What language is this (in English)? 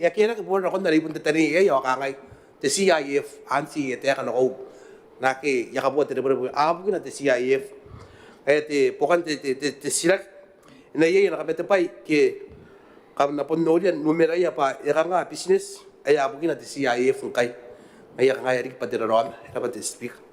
Gilbertese